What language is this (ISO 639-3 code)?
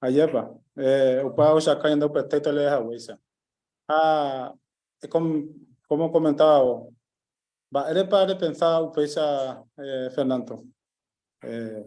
grn